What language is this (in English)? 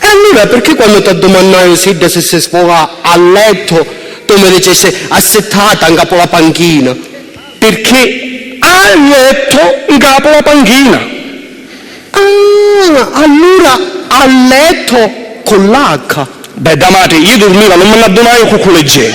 Sicilian